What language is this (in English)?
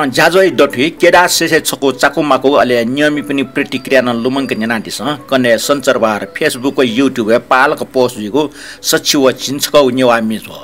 Newari